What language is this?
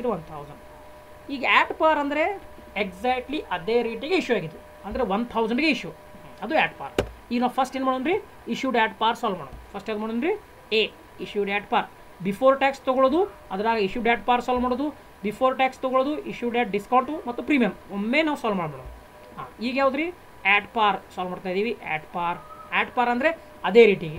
Kannada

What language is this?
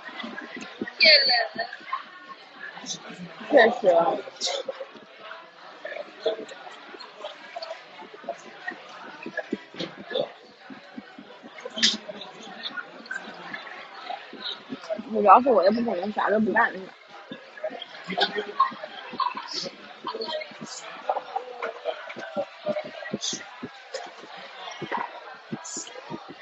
Chinese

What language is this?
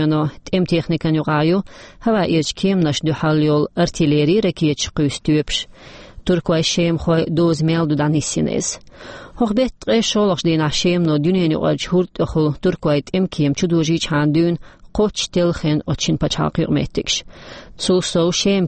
Chechen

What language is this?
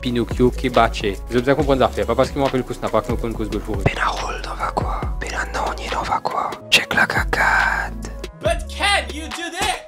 Morisyen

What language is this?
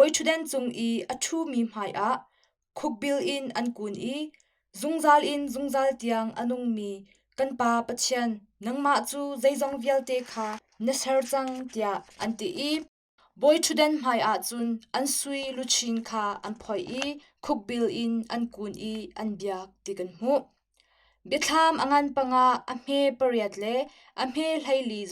Hakha Chin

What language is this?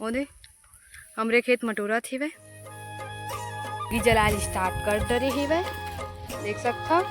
Chhattisgarhi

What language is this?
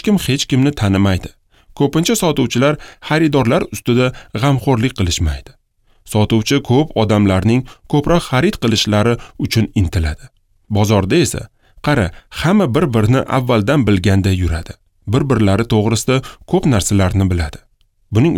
Uzbek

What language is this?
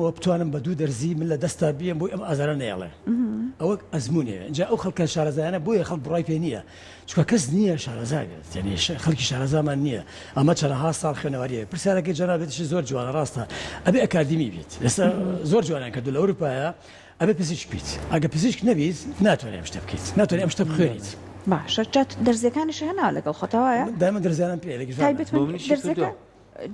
Central Kurdish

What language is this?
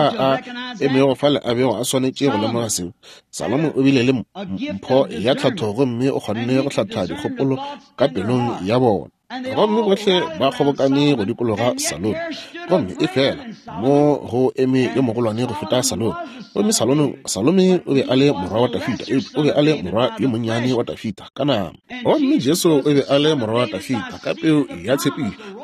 Northern Sotho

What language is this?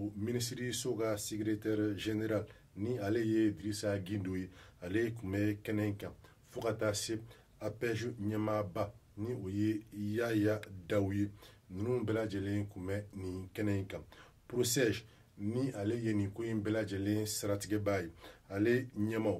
Bambara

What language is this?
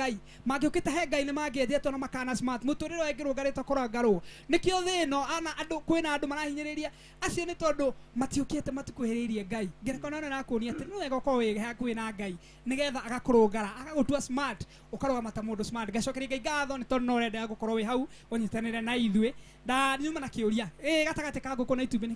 Kikuyu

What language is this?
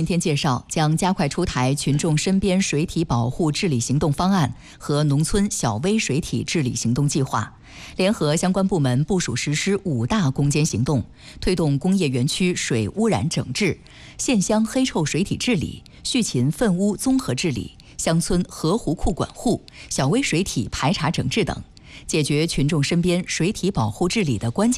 Chinese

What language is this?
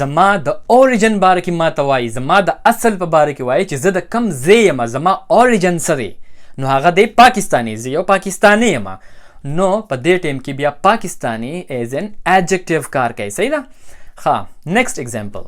Pashto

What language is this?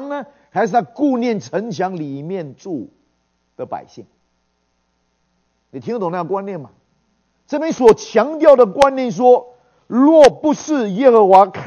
Chinese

